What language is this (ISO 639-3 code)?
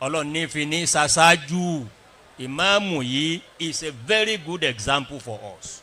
yor